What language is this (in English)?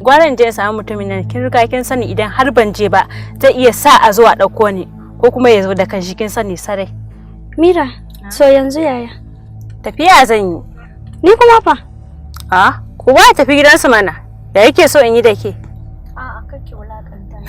Hausa